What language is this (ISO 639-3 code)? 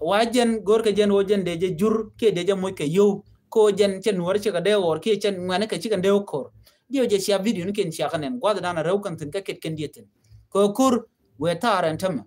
nus